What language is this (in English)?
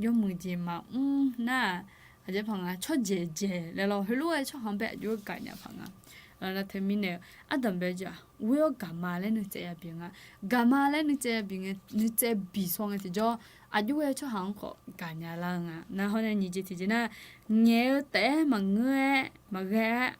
Akha